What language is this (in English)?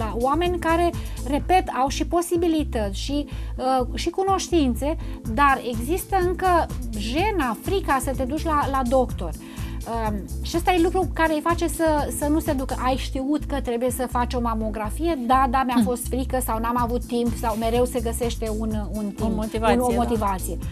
Romanian